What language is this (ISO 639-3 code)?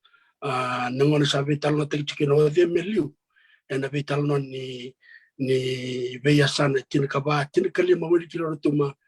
fij